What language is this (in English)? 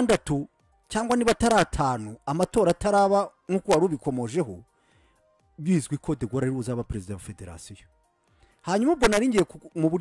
Kinyarwanda